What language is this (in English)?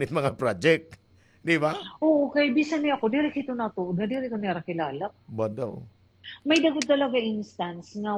Waray